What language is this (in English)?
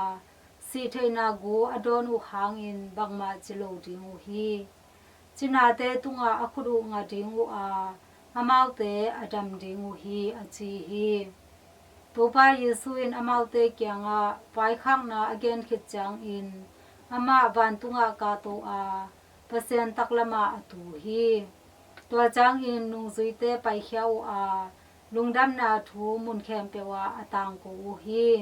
Tedim Chin